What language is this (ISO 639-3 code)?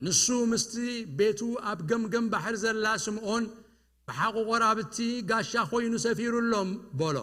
tir